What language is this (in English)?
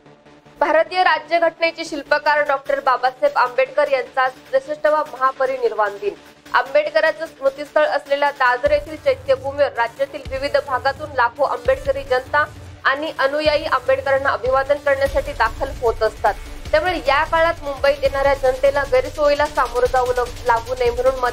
Marathi